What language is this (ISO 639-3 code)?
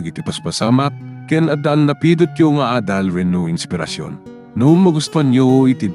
ilo